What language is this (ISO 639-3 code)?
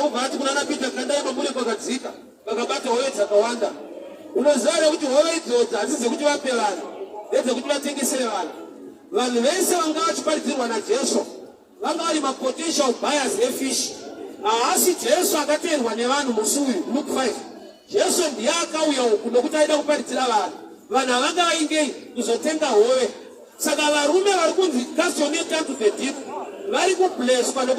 sna